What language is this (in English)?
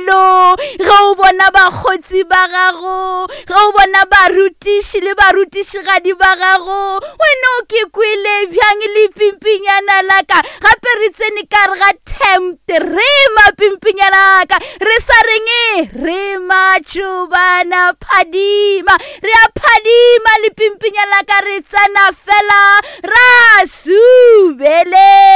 Northern Sotho